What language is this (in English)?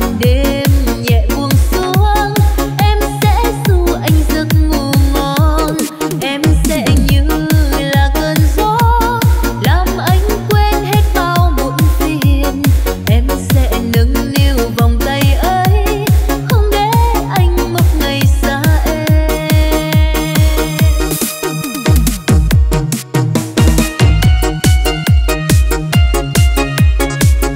Vietnamese